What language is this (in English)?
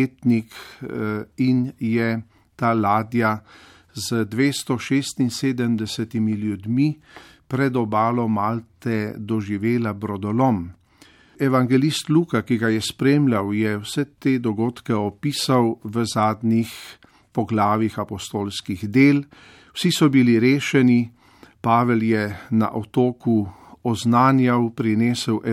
Slovenian